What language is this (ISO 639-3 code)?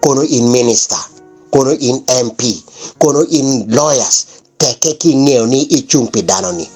ach